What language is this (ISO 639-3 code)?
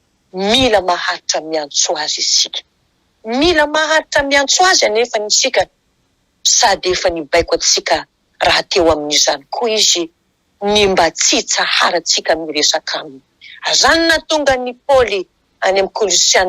mlg